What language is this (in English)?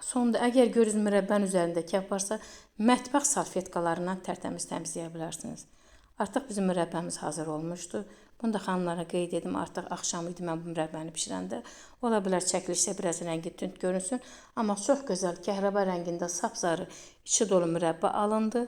Azerbaijani